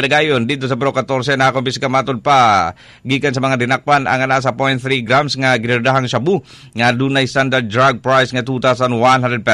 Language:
Cebuano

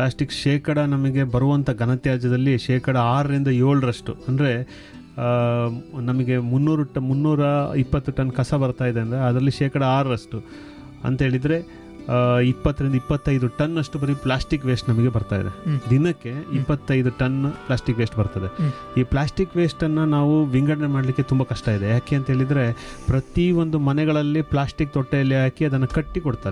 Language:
Kannada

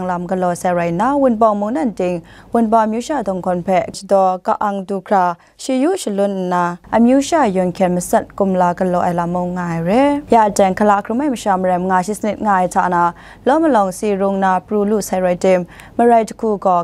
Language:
Kachin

